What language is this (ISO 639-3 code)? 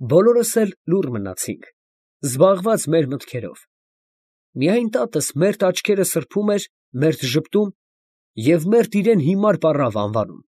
hye